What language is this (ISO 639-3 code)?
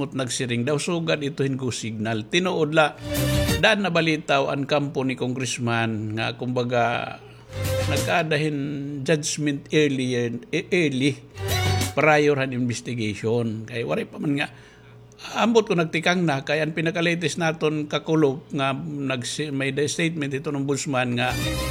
war